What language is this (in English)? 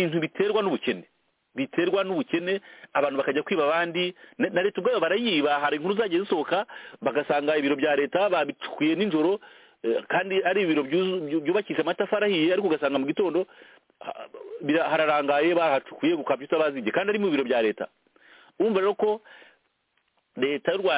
Kinyarwanda